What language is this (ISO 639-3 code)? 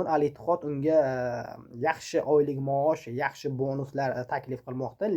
uzb